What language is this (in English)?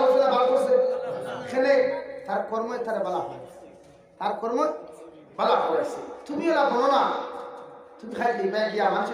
Sylheti